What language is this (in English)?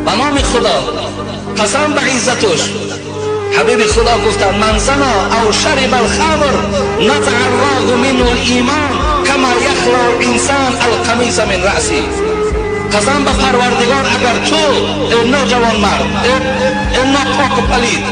Tajik